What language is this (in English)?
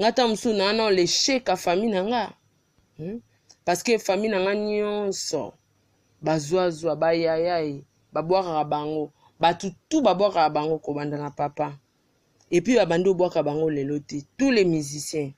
Lingala